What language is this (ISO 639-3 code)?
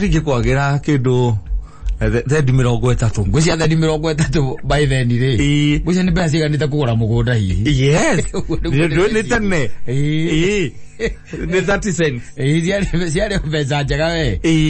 kik